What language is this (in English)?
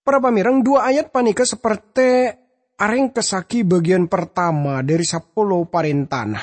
Madurese